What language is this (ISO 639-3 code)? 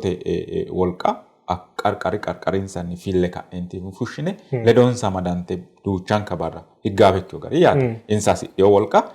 sid